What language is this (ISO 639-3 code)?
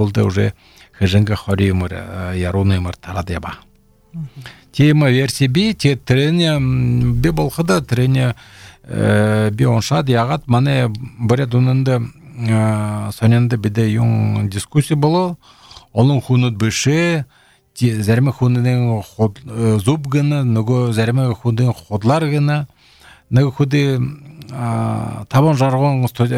bel